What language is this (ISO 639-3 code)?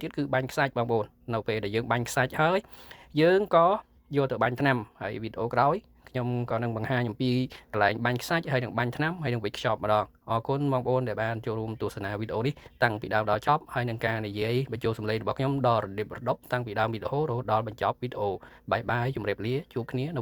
khm